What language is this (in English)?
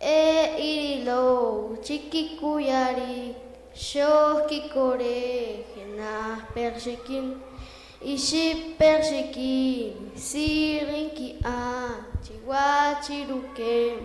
Poqomchi'